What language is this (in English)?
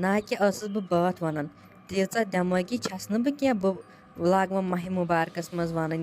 Kashmiri